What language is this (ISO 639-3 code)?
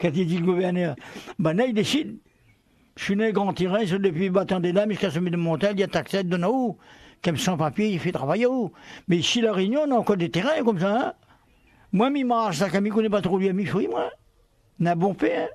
rcf